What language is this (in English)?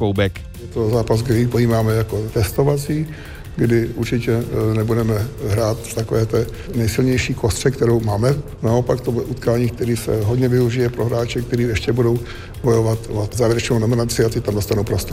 Czech